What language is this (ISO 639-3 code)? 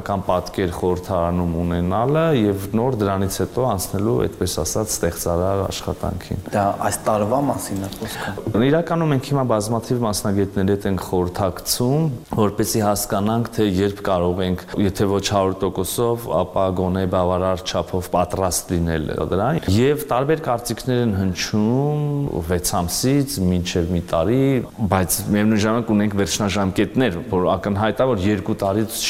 hye